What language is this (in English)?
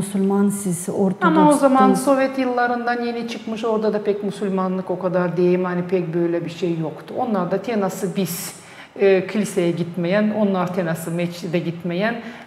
Gagauz